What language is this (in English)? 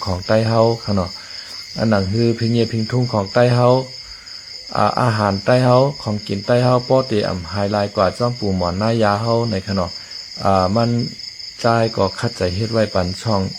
Shan